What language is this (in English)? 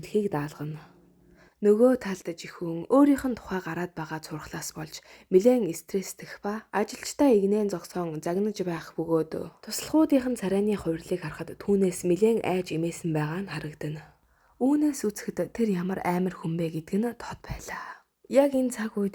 Mongolian